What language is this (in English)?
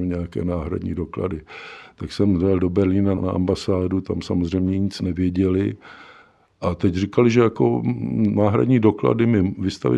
Czech